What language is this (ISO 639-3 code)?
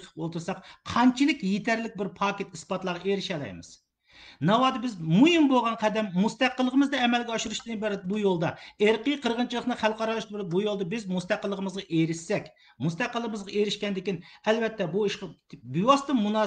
uig